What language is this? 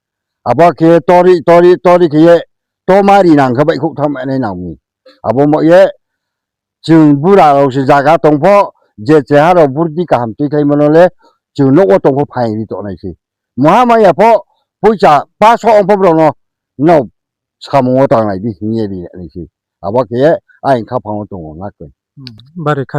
Riang (India)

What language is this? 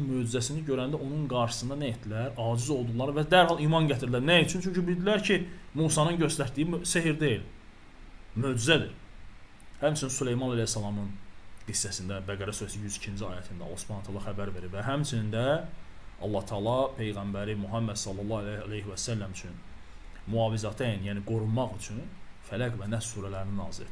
Azerbaijani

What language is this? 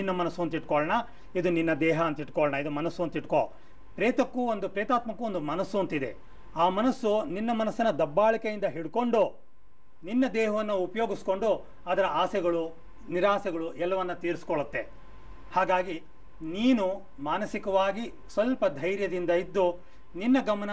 Kannada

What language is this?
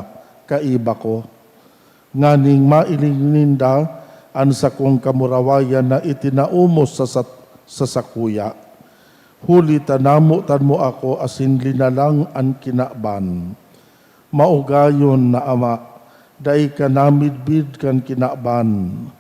Bikol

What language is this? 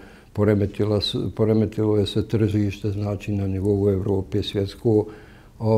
Bosnian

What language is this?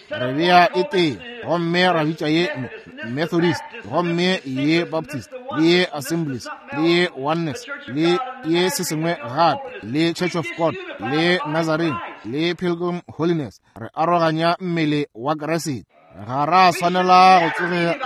Northern Sotho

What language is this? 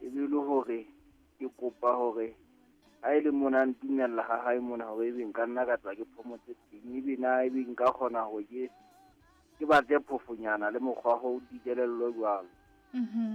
Southern Sotho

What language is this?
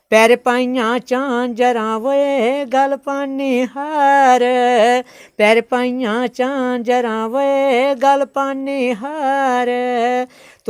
Dogri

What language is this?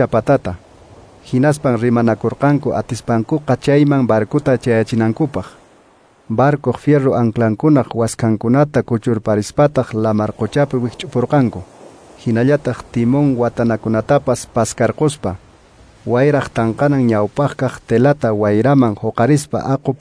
Quechua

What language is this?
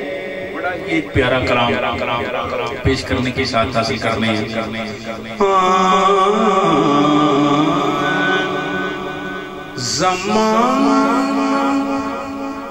Urdu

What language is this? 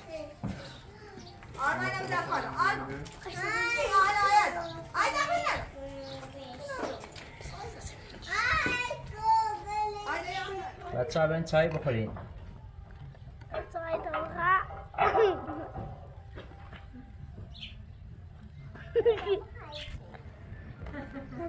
Persian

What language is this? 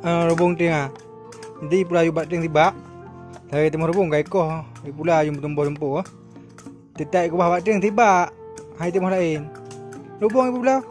Achinese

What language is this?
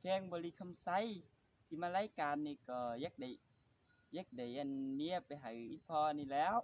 Lao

